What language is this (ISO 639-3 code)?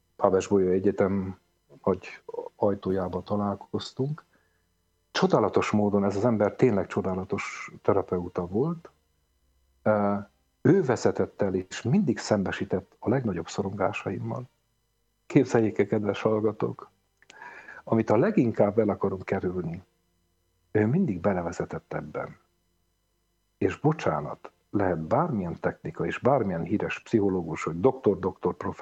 hun